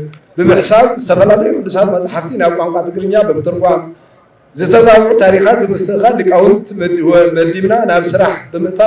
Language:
Tigrinya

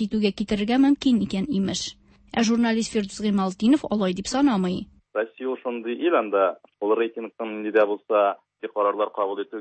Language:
Tatar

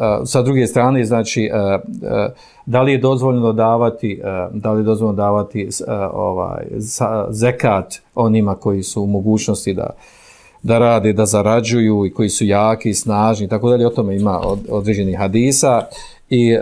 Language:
Bosnian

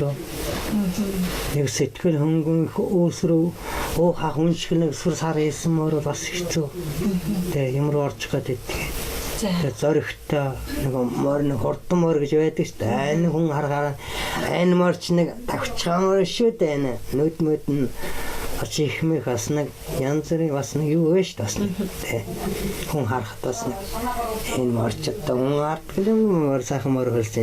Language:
Mongolian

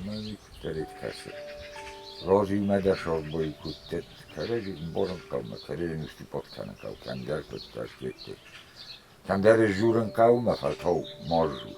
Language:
Ossetic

